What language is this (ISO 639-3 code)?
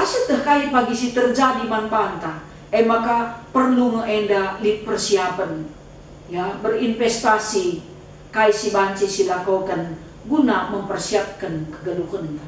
btx